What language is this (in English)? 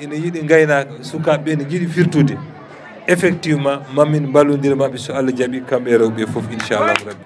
Fula